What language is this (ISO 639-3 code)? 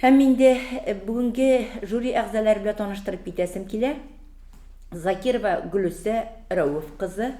tat